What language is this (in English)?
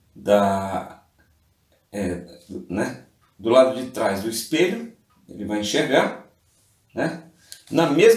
Portuguese